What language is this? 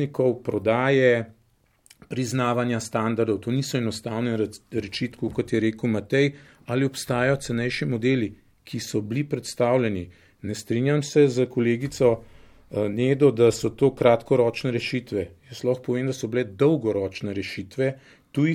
Slovenian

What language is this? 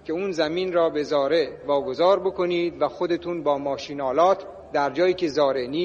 Persian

